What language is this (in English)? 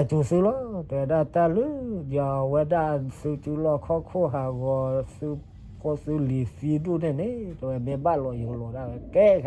S'gaw Karen